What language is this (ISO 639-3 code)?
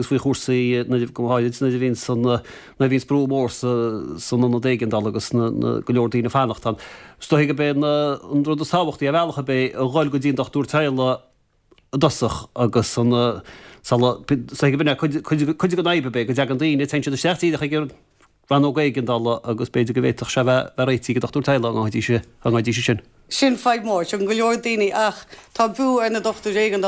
gle